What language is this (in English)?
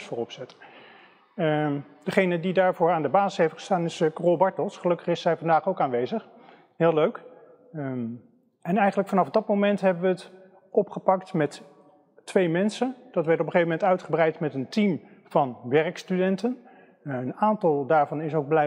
Dutch